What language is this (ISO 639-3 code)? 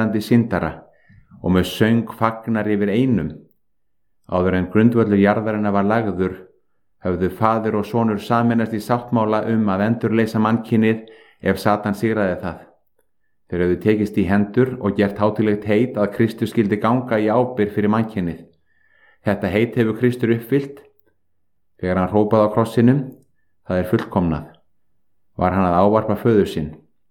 isl